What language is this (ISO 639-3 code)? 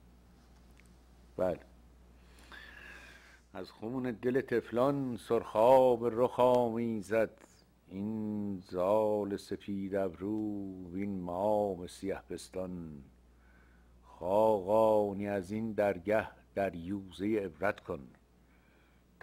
fas